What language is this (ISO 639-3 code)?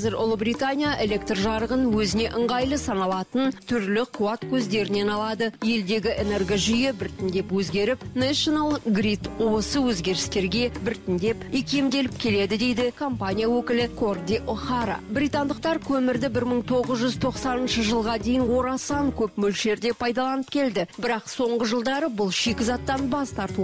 kaz